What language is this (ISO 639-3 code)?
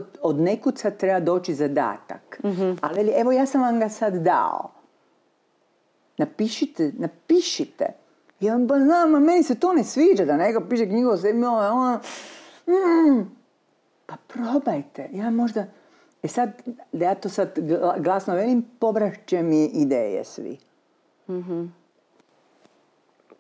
hrv